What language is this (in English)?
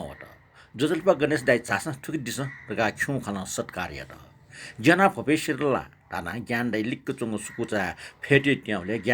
Newari